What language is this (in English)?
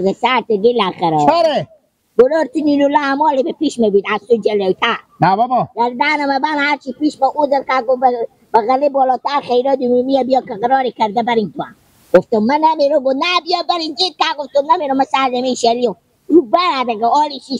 Persian